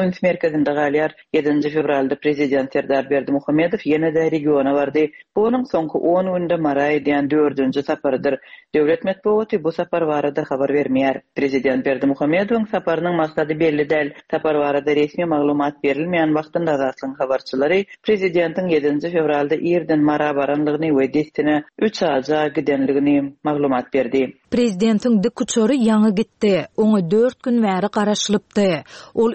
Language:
Turkmen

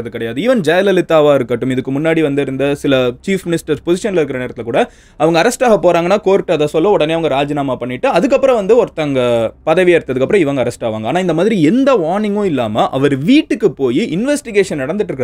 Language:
Tamil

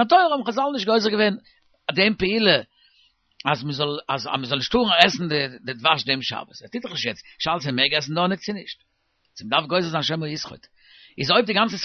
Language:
Yiddish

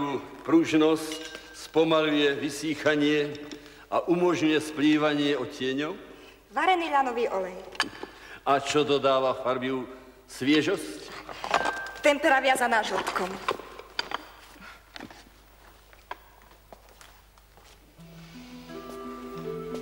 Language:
Slovak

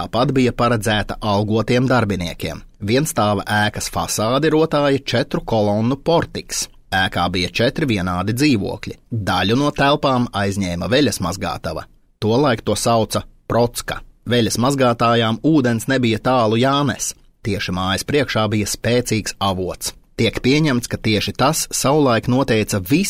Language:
Latvian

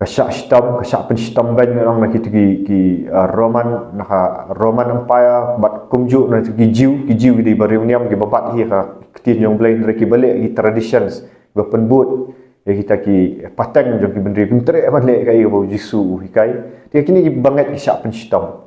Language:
Khasi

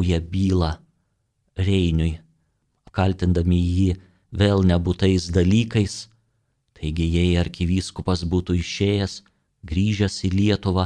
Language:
Lithuanian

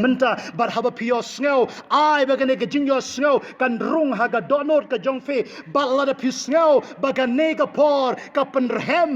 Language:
Khasi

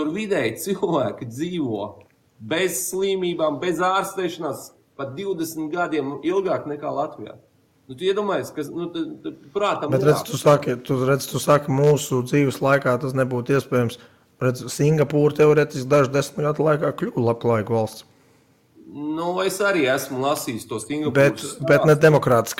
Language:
Latvian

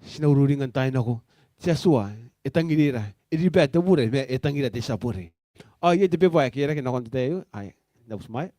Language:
Gilbertese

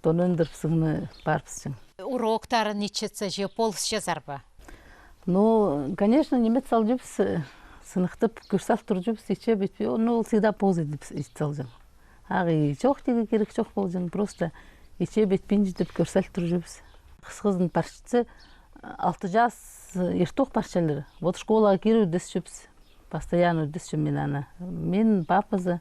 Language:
Khakas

